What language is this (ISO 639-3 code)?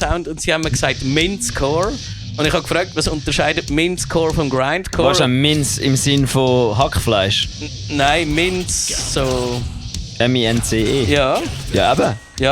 gsw